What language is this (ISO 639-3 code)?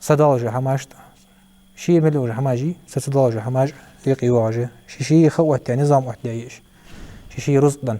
inh